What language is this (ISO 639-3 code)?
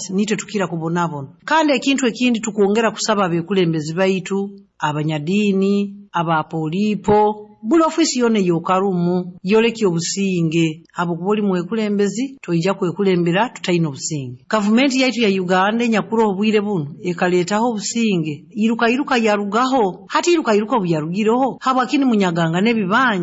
nyo